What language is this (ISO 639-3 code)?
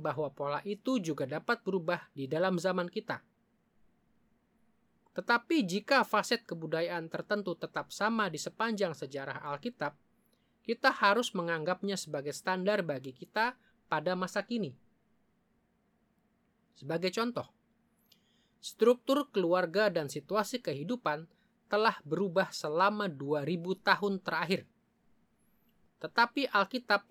ind